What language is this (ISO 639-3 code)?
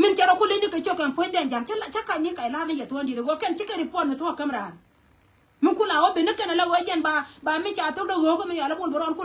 nus